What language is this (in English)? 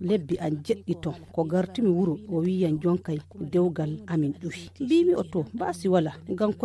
Fula